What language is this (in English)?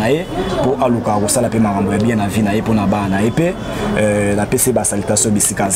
Lingala